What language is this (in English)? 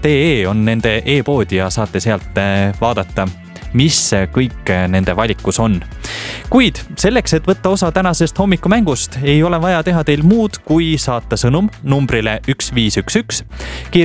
Estonian